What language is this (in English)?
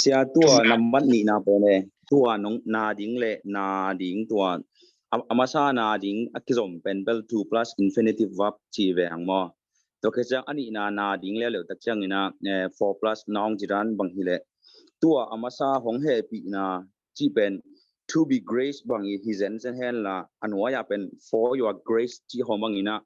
Tedim Chin